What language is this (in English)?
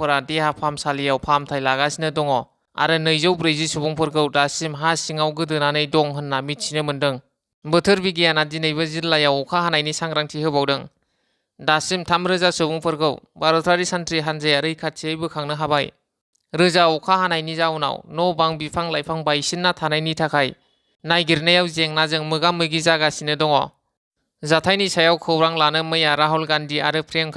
Bodo